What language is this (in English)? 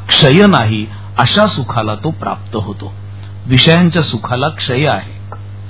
Marathi